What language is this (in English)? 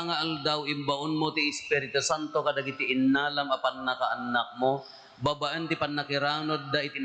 Iloko